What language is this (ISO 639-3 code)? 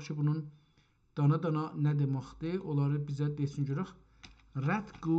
azb